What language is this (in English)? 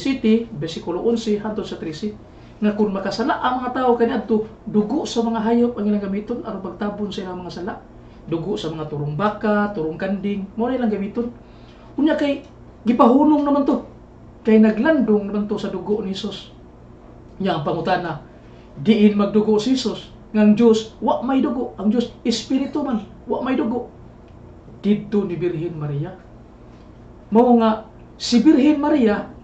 Cebuano